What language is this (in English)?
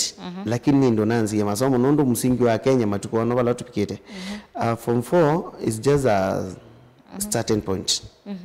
Kamba